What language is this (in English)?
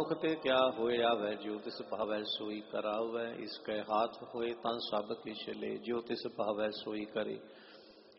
Punjabi